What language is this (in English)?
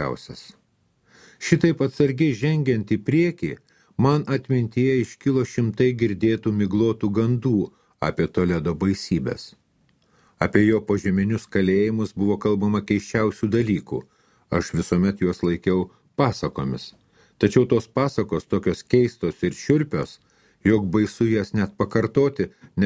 Lithuanian